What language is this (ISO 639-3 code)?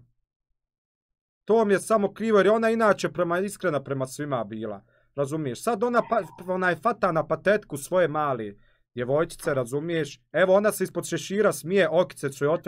bos